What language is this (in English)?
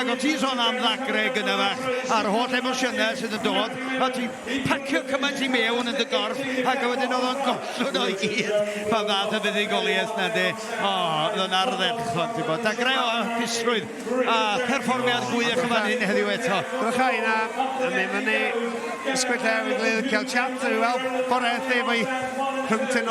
Welsh